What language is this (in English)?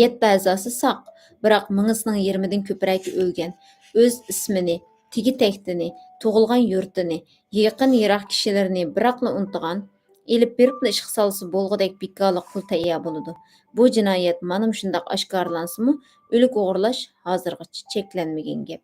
Uyghur